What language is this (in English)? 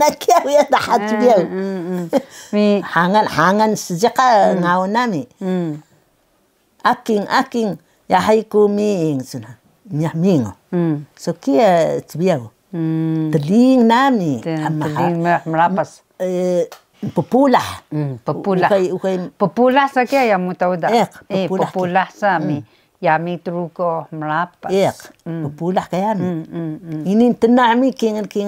Taroko